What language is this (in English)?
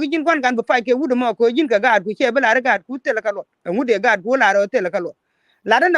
Nuer